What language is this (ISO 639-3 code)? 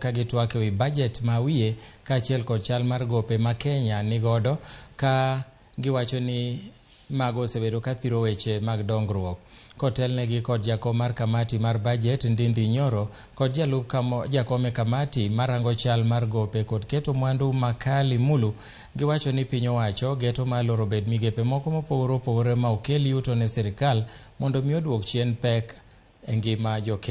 luo